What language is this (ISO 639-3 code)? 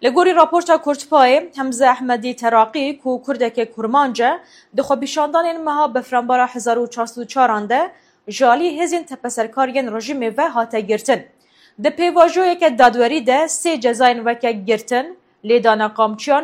kur